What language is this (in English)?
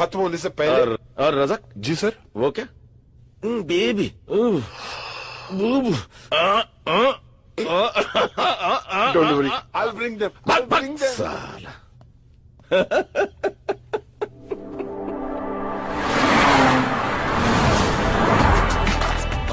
Hindi